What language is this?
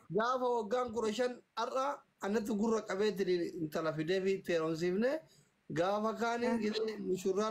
Oromo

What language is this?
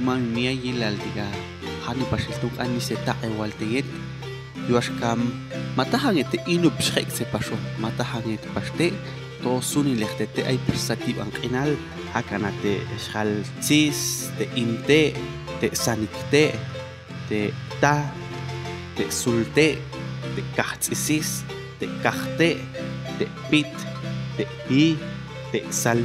Popti'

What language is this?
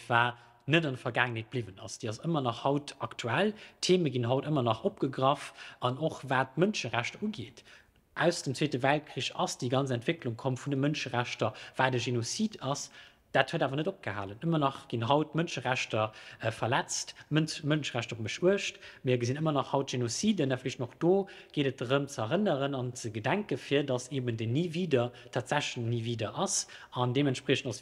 Luxembourgish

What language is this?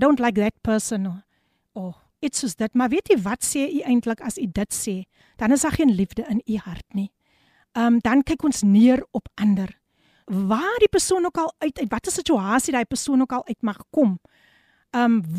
Afrikaans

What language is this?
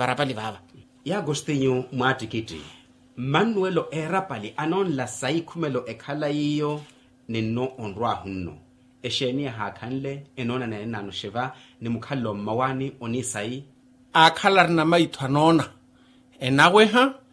Makhuwa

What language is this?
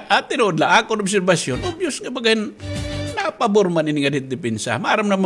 Waray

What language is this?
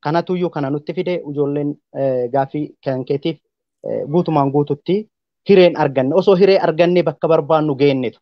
Oromo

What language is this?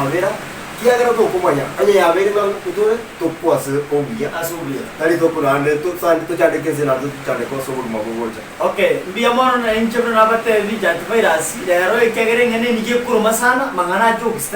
Gusii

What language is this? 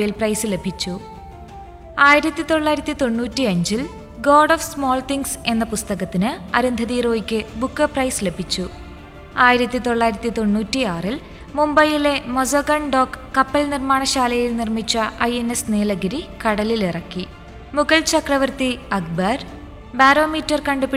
Malayalam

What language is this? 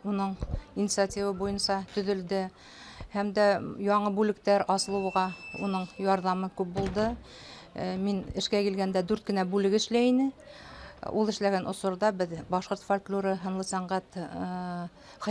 Bashkir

